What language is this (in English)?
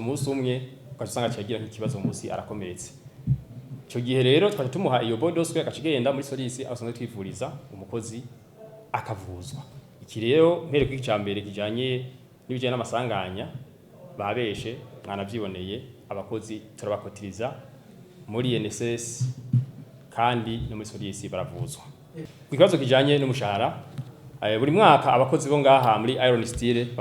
Rundi